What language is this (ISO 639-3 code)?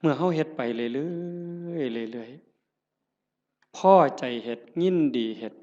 tts